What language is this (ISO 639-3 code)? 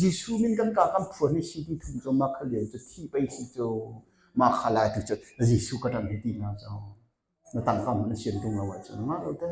cnh